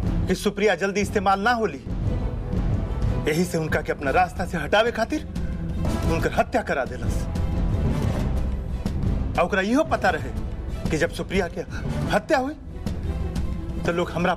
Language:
Bhojpuri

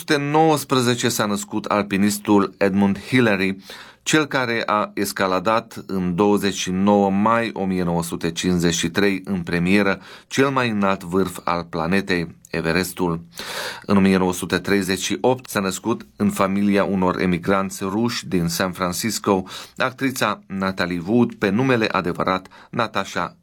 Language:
Romanian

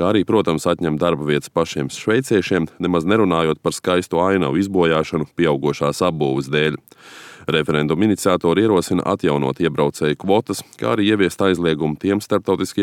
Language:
Latvian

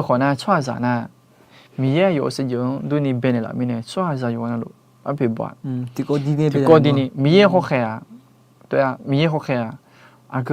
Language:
Akha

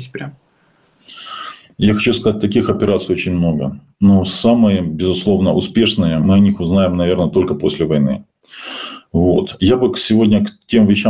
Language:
Russian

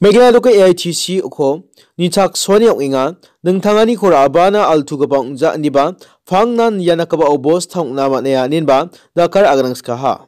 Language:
Garo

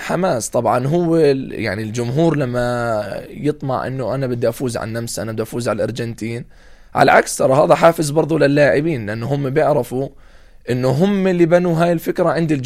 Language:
North Levantine Arabic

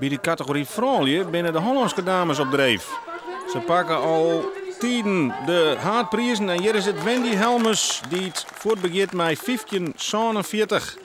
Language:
Western Frisian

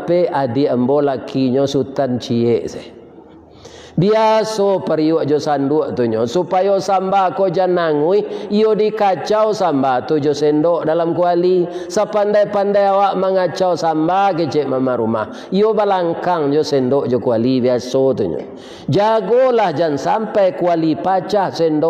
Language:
Minangkabau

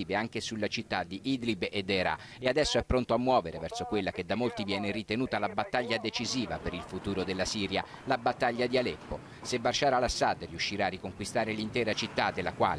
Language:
Italian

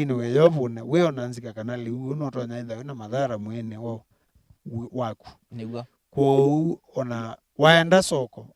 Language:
Kamba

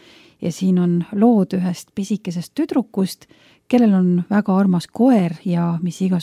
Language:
Estonian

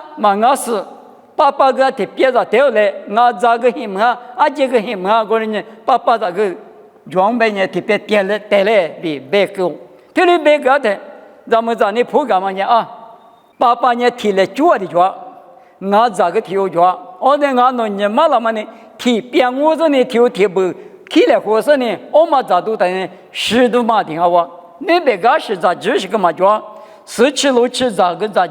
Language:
Lisu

